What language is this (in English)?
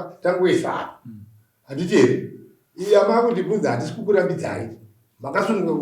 Shona